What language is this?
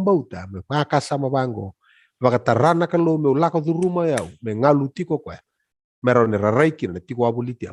Fijian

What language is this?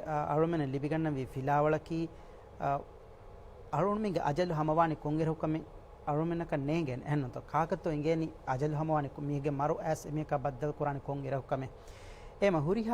Divehi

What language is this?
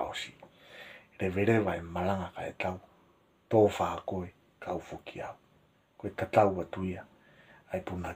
Tongan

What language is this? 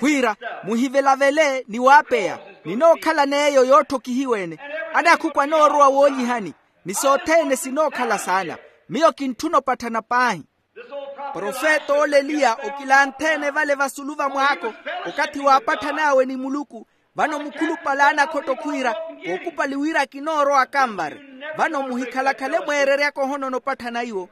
Makhuwa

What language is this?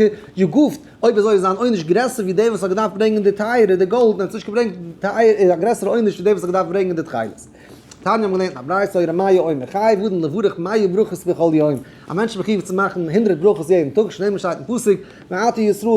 Yiddish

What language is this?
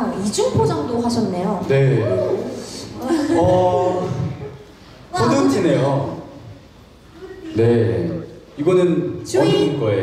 Korean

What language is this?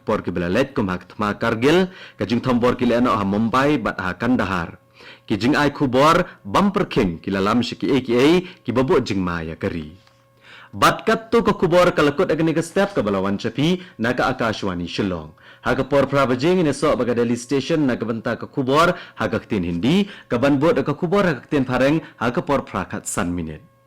Khasi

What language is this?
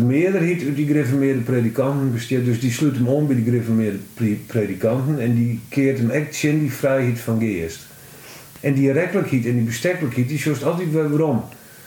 Western Frisian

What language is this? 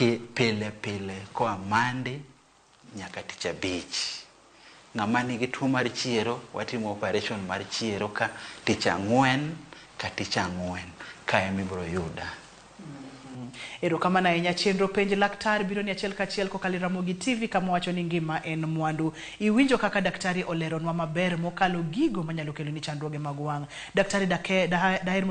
Luo (Kenya and Tanzania)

